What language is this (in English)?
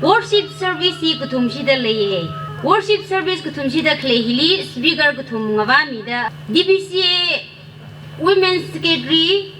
Tangkhul Naga (India)